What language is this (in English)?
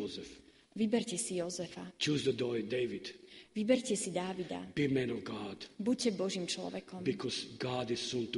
Slovak